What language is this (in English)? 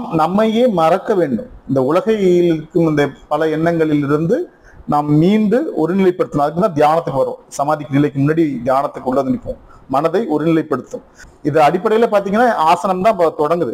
Tamil